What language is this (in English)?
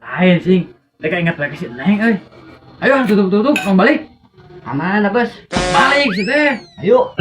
Sundanese